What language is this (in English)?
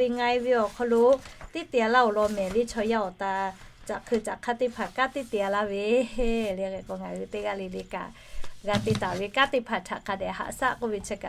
Lahu